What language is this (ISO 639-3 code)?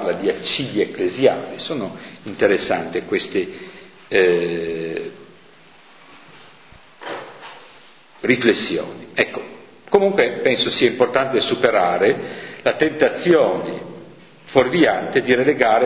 ita